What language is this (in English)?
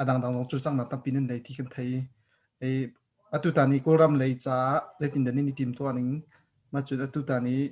Hakha Chin